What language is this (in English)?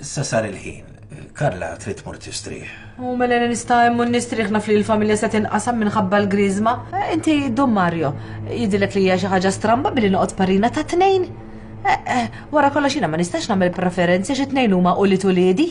Maltese